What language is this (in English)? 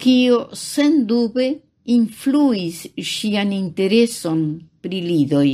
Esperanto